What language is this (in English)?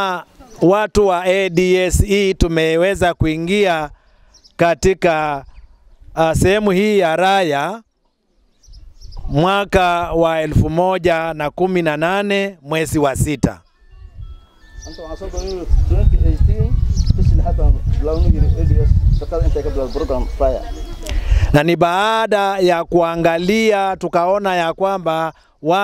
Swahili